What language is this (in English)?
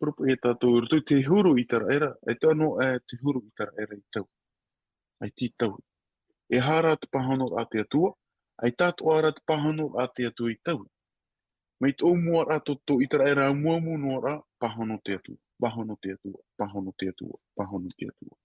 Tahitian